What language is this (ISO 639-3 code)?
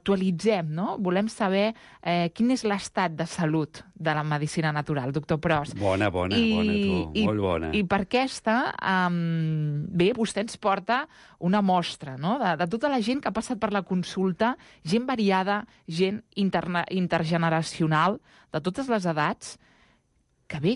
cat